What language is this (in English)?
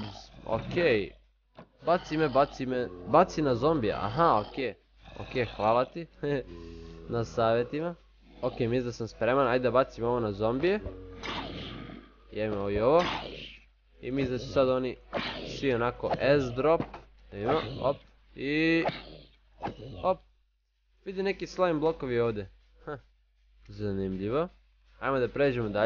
Croatian